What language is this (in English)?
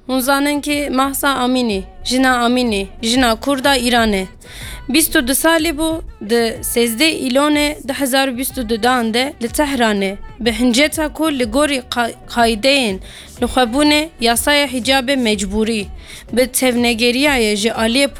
Kurdish